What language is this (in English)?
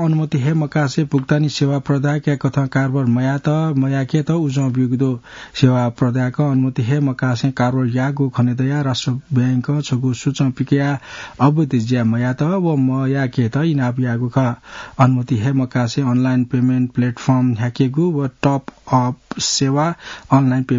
Newari